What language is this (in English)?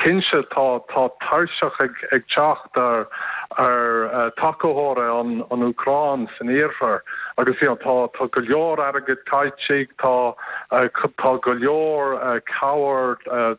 Irish